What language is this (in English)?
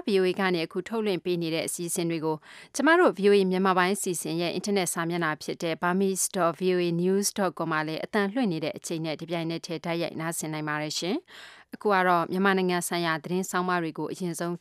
Burmese